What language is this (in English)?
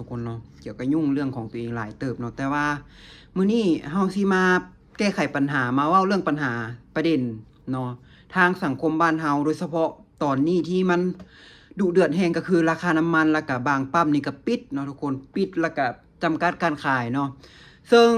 Lao